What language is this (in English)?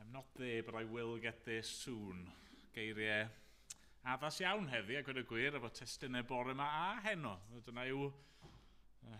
Welsh